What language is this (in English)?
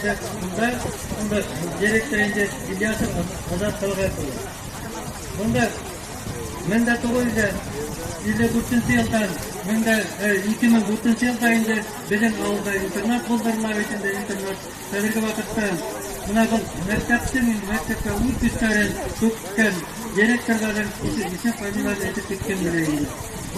Bashkir